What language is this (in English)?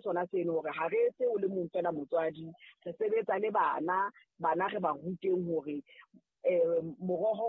Southern Sotho